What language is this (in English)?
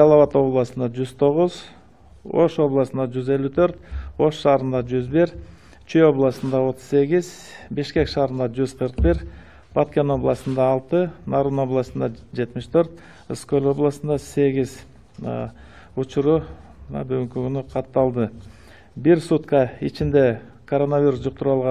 Kyrgyz